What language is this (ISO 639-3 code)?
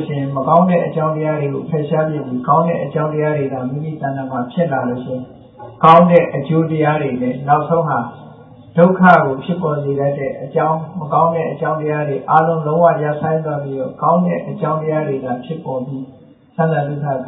mya